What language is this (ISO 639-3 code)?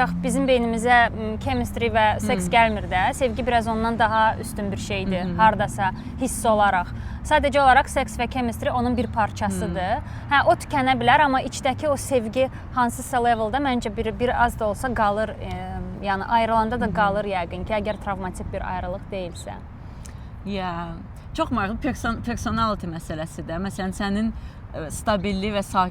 aze